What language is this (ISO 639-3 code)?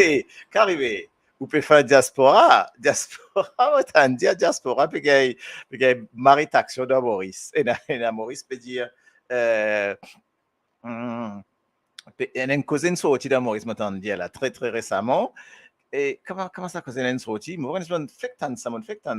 mfe